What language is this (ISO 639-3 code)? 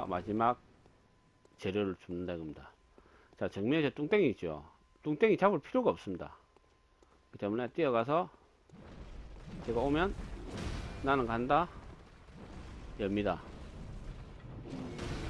kor